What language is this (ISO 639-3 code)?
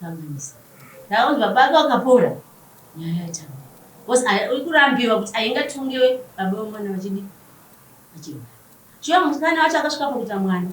sna